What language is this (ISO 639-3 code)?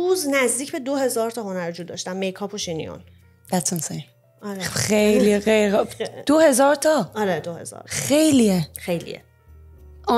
fas